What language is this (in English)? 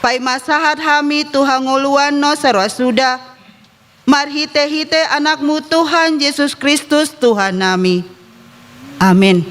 Batak Toba